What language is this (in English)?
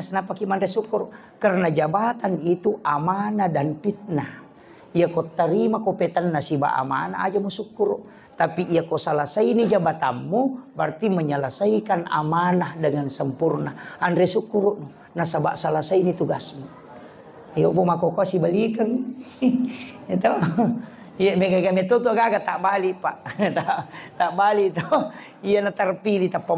Buginese